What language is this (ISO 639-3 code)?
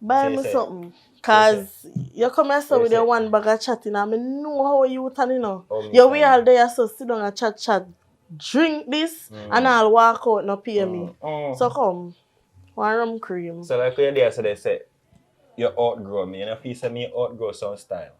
jam